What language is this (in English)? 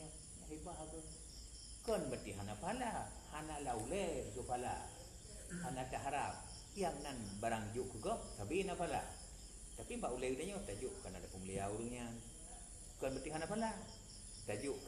Achinese